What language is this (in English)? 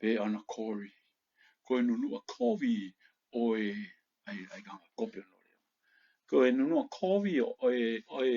Tongan